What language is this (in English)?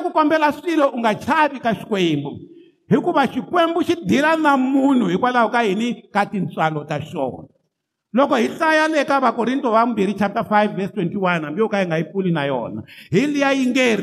Tsonga